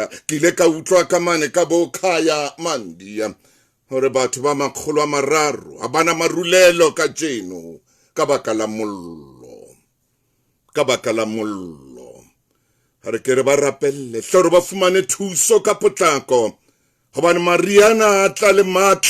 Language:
Southern Sotho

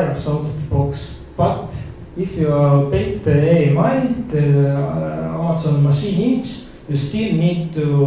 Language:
English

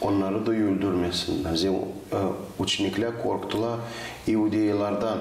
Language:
Gagauz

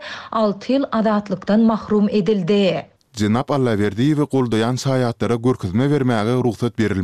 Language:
Turkmen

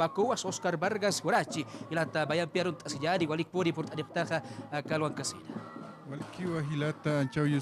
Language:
Aymara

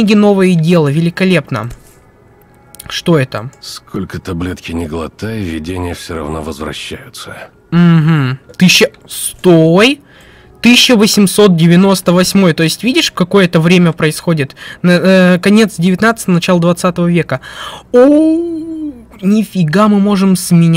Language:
Russian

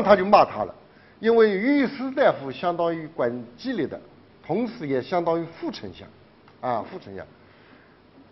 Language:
Chinese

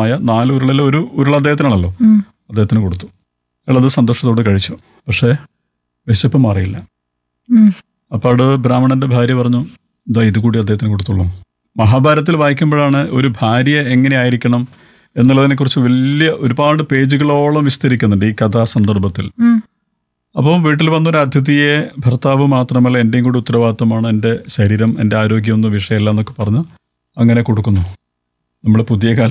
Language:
Malayalam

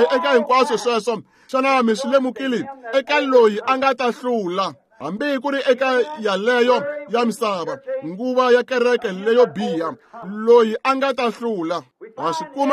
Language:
Tsonga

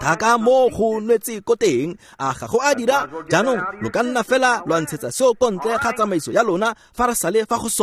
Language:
Tswana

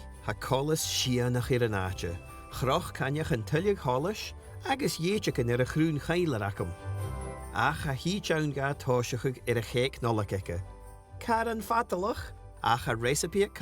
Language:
Scottish Gaelic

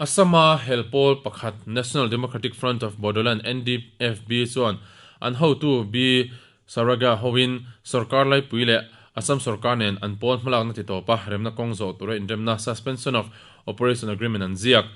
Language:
Mizo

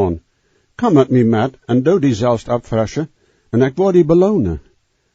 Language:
Plautdietsch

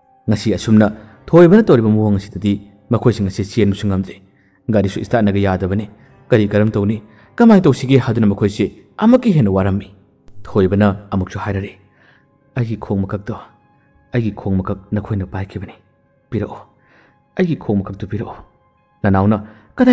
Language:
Manipuri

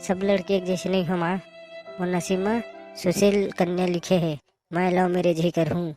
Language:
Chhattisgarhi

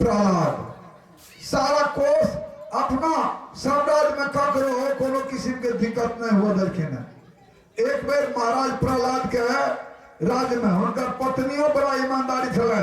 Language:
Maithili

